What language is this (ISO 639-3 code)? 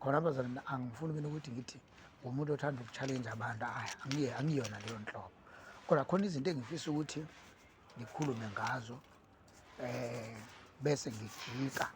zul